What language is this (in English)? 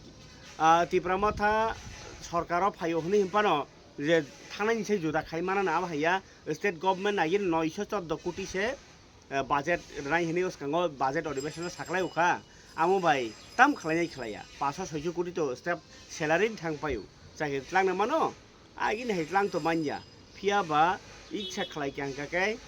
Kok Borok